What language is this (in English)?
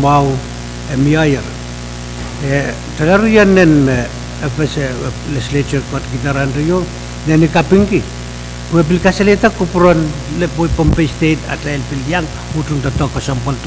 Pohnpeian